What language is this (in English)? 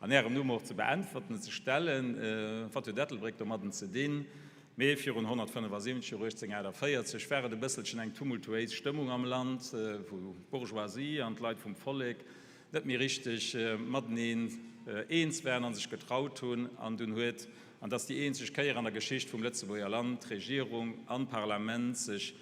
Luxembourgish